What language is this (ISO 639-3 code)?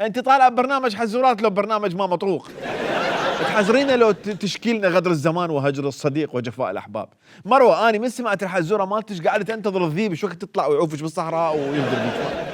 acm